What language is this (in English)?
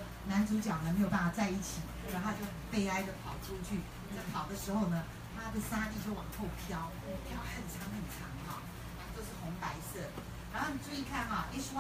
Chinese